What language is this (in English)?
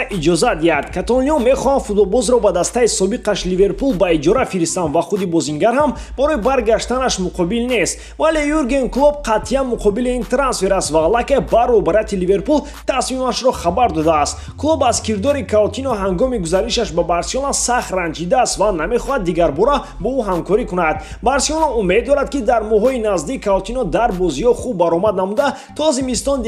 Tajik